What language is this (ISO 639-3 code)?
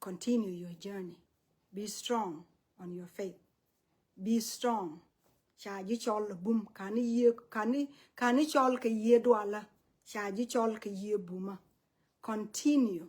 nus